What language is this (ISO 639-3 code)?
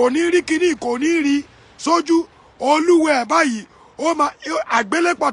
yor